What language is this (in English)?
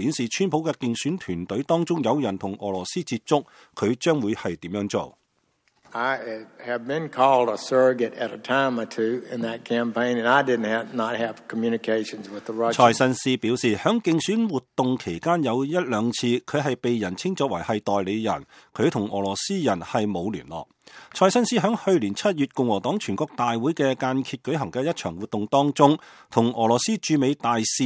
Cantonese